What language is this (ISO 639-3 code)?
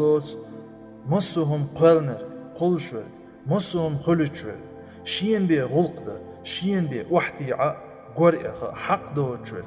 che